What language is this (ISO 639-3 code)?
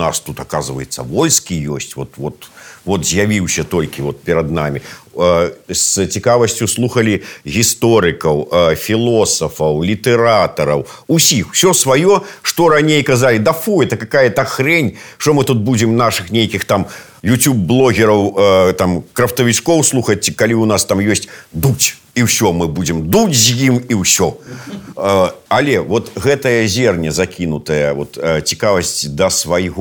bel